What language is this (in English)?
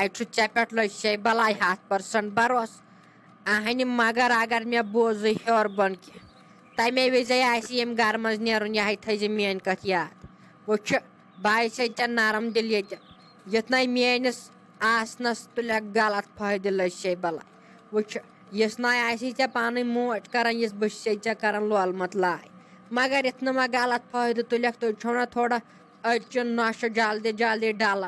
Kashmiri